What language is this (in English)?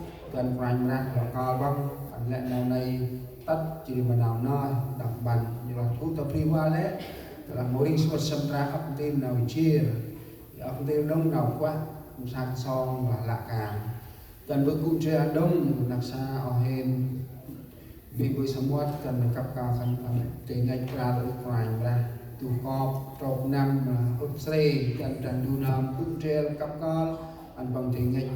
Central Mnong